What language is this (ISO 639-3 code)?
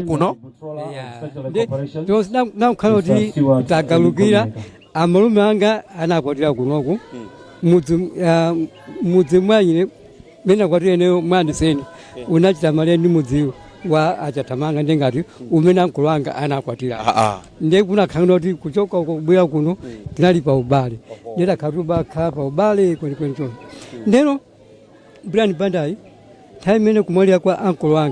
nya